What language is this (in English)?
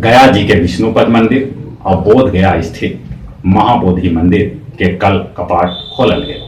Magahi